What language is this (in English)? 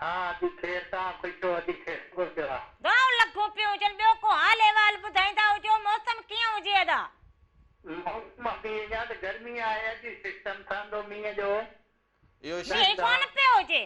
Sindhi